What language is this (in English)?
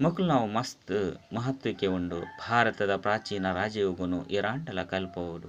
Tulu